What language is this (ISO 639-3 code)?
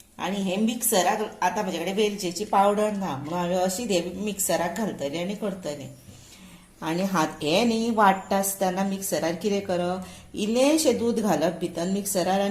kok